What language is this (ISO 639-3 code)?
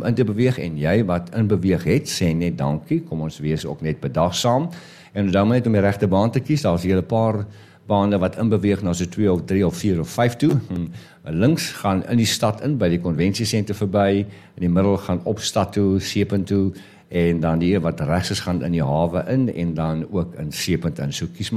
afr